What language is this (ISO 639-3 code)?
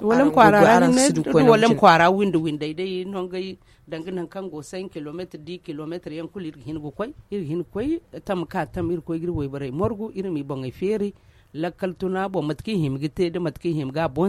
dje